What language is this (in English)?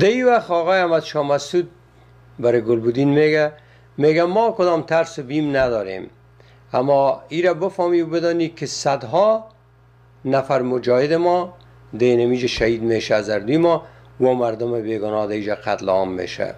Persian